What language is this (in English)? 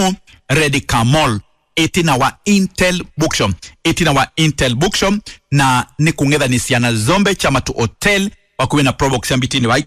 Kamba